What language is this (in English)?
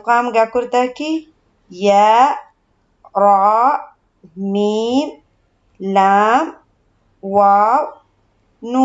Divehi